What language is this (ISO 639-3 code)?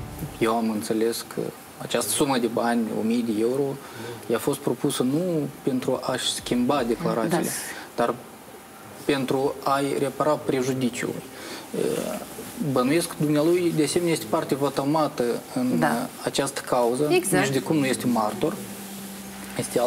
ron